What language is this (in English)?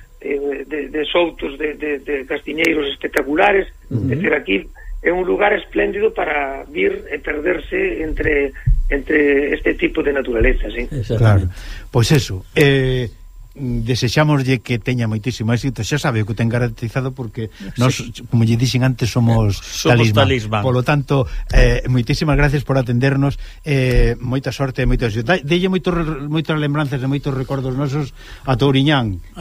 Galician